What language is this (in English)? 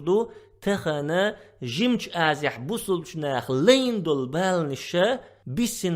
Chechen